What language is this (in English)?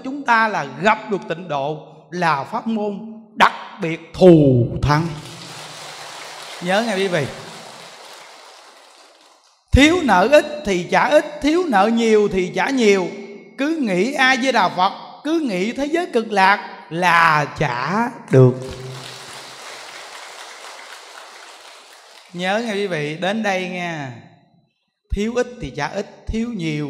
Vietnamese